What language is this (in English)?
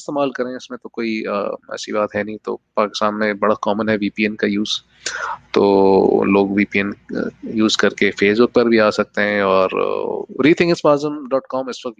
Urdu